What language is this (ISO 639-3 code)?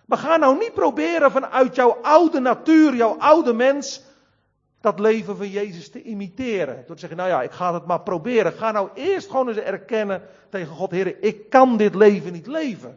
nld